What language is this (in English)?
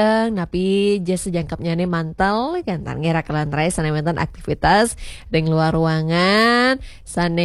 Balinese